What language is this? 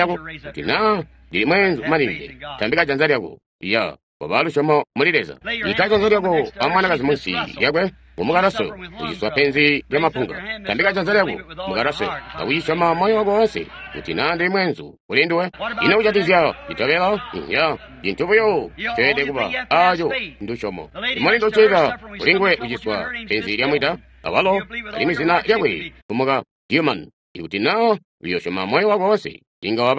Tonga (Zambia)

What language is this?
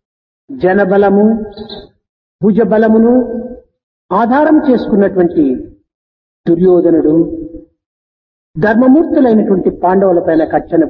Telugu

